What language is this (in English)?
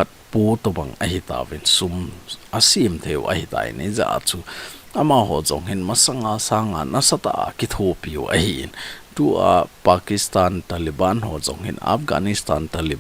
Thado Chin